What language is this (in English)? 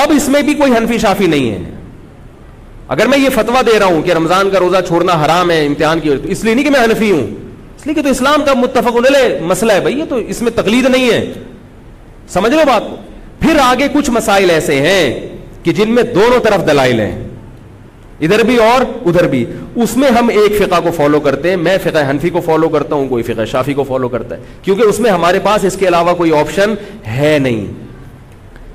Urdu